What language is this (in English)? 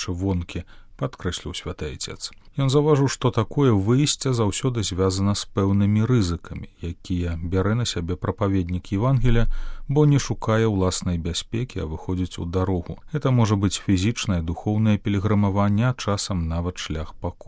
Belarusian